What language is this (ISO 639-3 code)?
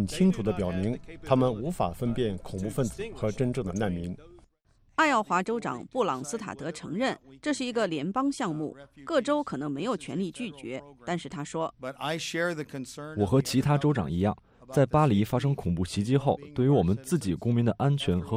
zho